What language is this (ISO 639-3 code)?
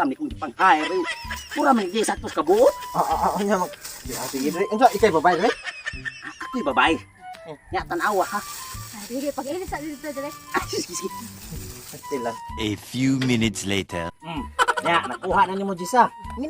ceb